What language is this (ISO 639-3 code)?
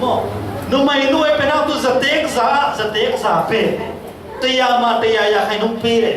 cfm